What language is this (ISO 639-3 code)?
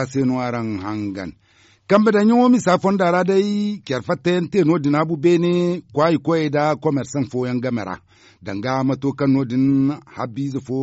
dje